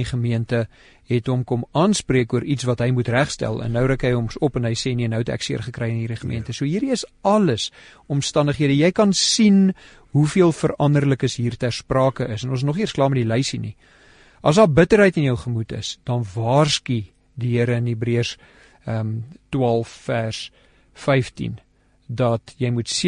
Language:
Afrikaans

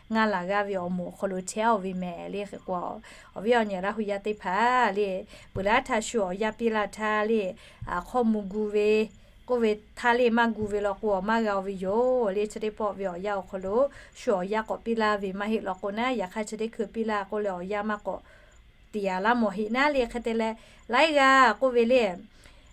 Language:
Lahu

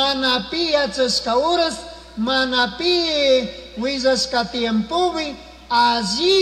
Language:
Chimborazo Highland Quichua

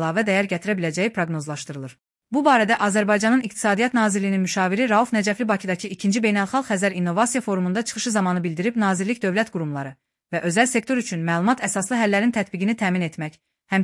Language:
Azerbaijani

